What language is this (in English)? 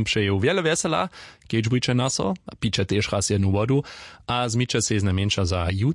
Upper Sorbian